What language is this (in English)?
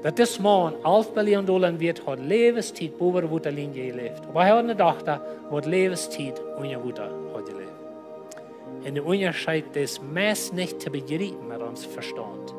Plautdietsch